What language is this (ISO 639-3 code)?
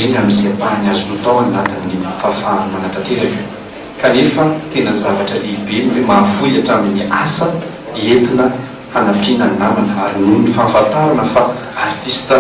mlg